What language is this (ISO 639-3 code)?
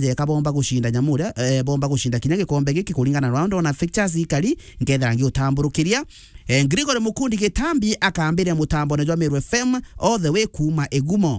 mer